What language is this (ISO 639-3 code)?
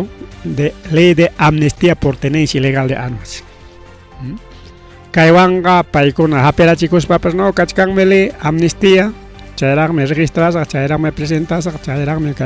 quy